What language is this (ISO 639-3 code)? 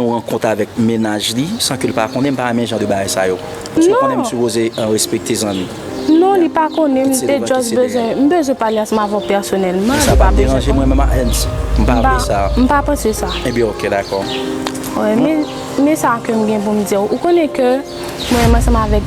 hat